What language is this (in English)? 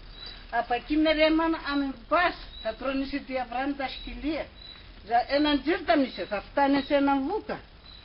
Pontic